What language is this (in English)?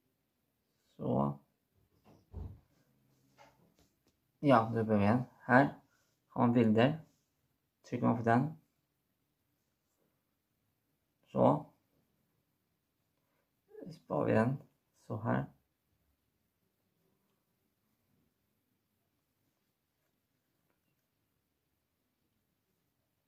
Swedish